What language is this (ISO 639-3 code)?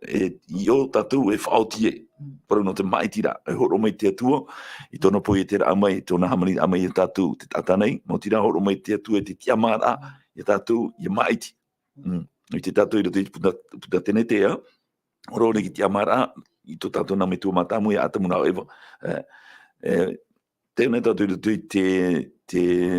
tah